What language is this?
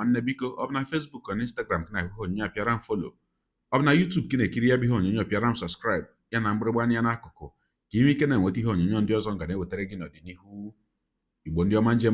Igbo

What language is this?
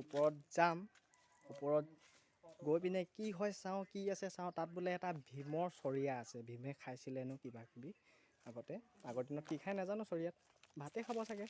Assamese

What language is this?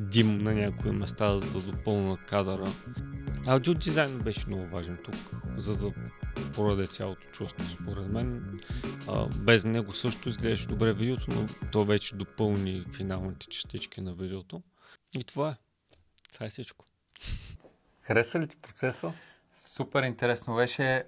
Bulgarian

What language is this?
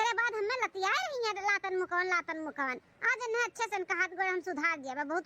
Awadhi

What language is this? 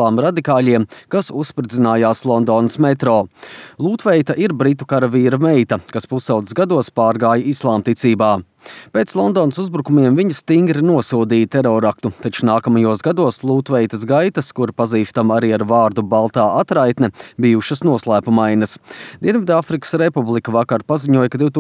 Latvian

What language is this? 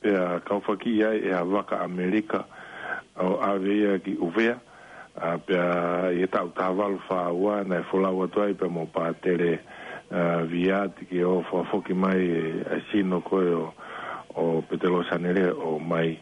Tongan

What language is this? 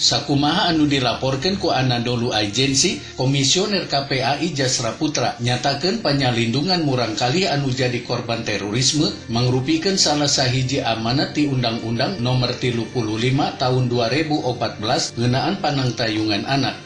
Sundanese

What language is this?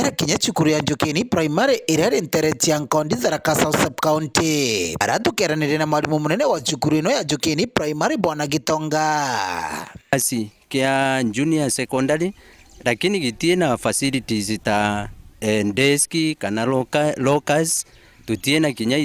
Meru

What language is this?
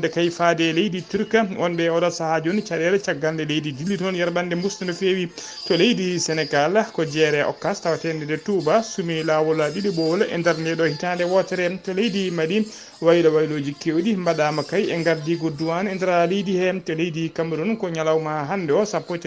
Fula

